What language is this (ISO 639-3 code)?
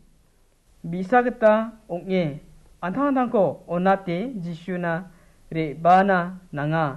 grt